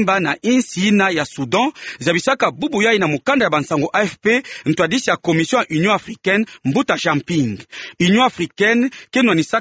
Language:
Kituba (Democratic Republic of Congo)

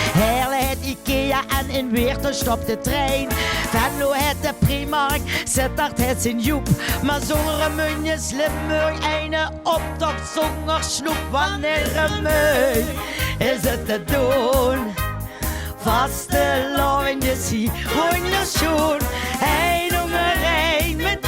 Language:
Limburgish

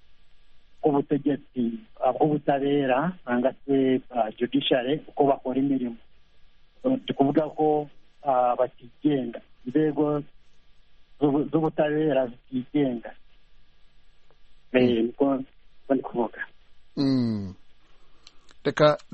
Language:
Kinyarwanda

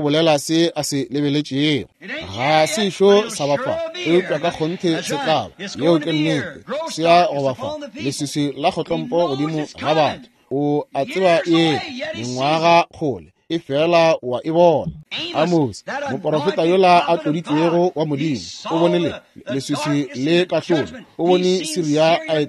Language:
Northern Sotho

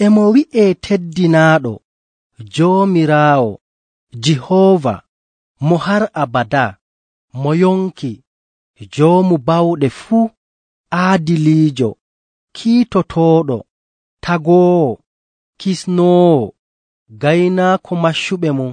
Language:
Nigerian Fulfulde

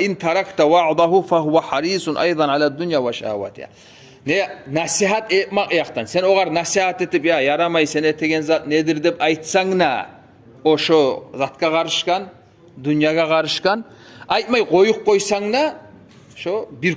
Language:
Kumyk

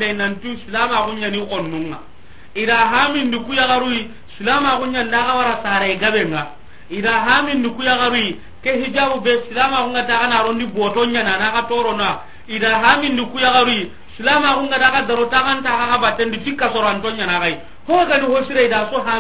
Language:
Soninke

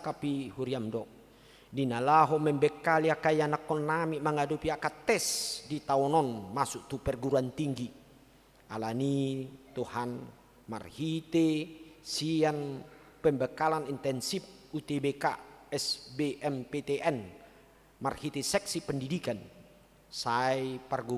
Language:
Batak Toba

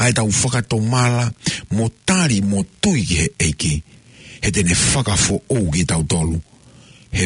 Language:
Tongan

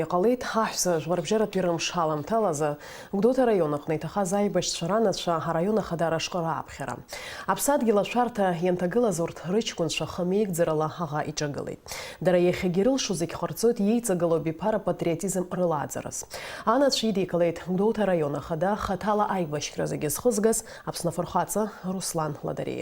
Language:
Abkhazian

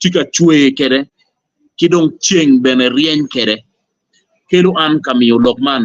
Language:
Acoli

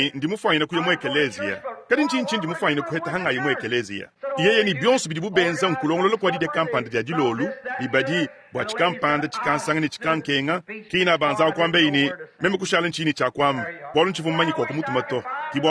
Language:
Luba-Lulua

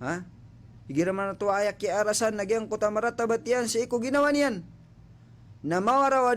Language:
Maranao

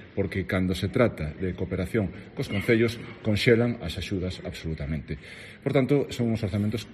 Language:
Galician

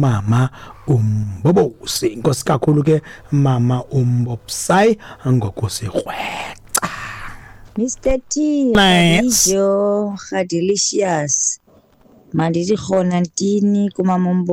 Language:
Xhosa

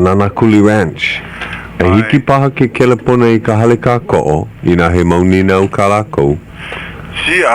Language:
Hawaiian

